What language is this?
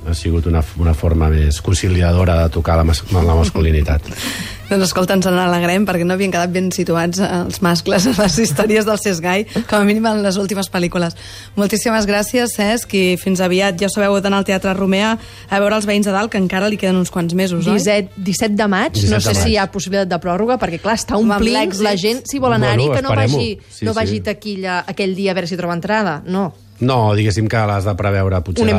Catalan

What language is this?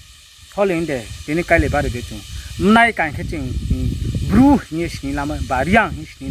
Riang (India)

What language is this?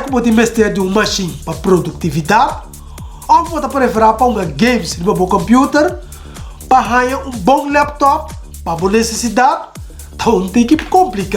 Papiamento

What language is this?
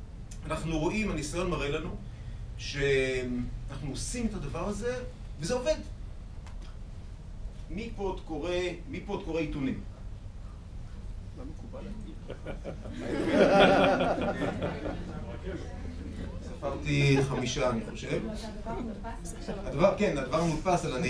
Hebrew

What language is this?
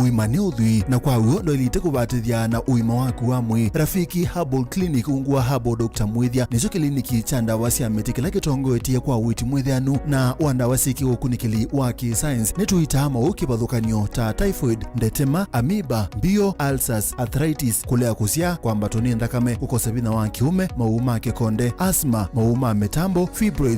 Kamba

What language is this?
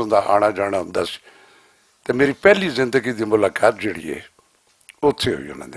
Western Panjabi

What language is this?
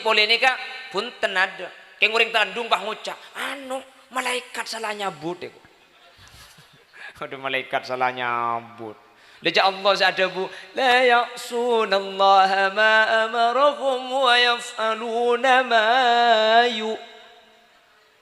Madurese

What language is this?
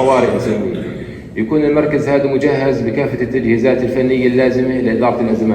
North Levantine Arabic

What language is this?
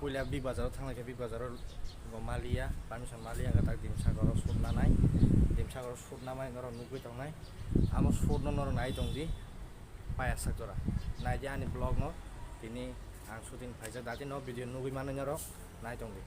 Kok Borok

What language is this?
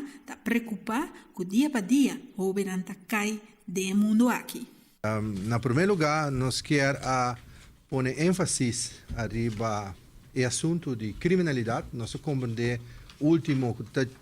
Papiamento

